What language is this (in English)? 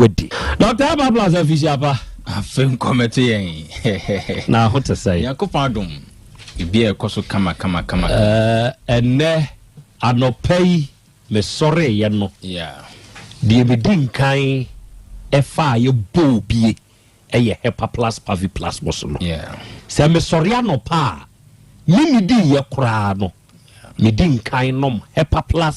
Akan